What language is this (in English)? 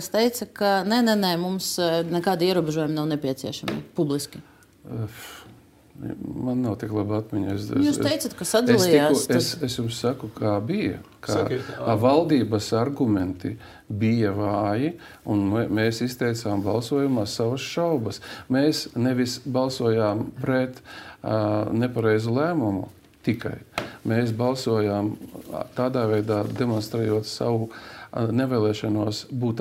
Latvian